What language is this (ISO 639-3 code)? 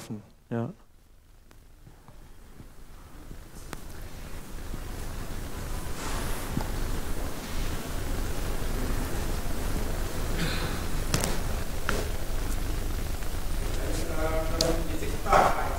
deu